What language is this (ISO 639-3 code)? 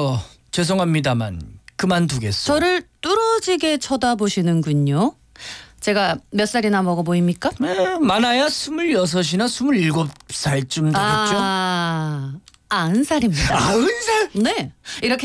kor